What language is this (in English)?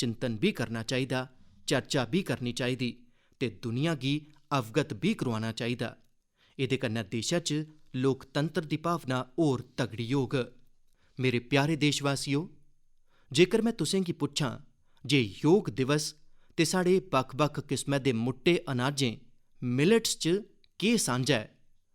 Dogri